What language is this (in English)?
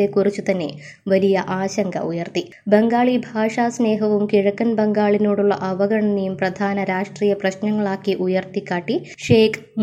Malayalam